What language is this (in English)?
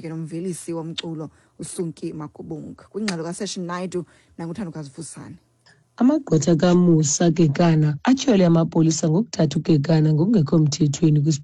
Xhosa